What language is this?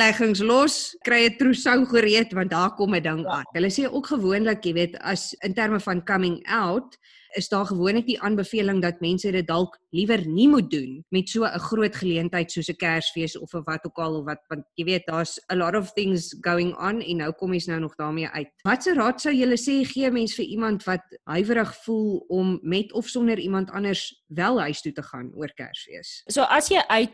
Afrikaans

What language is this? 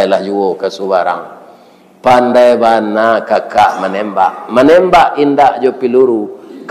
Minangkabau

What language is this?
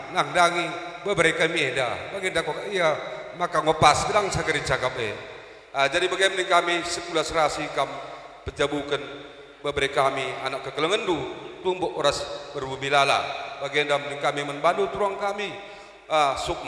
Batak Karo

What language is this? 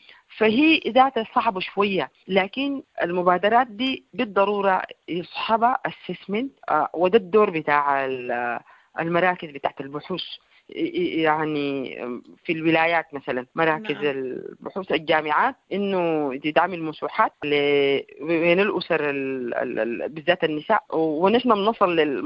Sudanese Arabic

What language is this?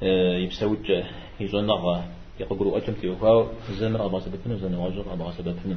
Kabardian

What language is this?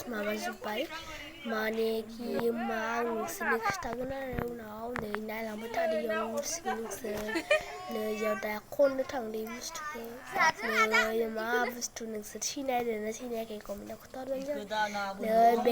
Bodo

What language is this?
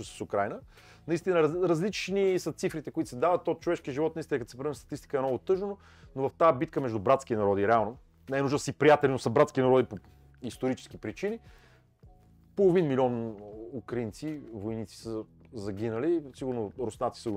Bulgarian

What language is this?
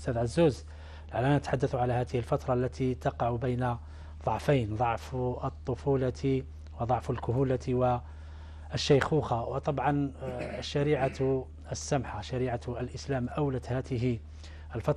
Arabic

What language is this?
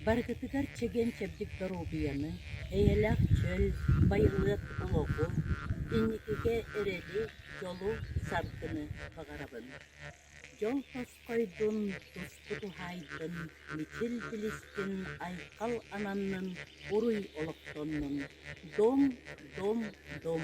Yakut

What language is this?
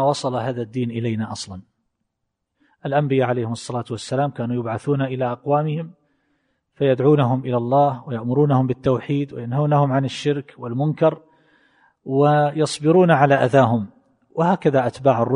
Arabic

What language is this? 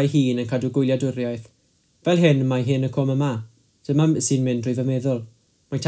Welsh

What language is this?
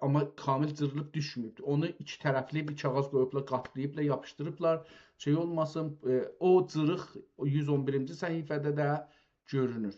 South Azerbaijani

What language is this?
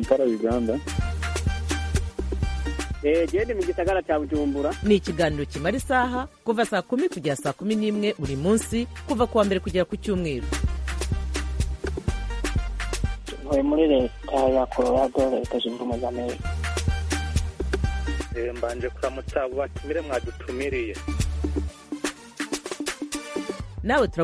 Kinyarwanda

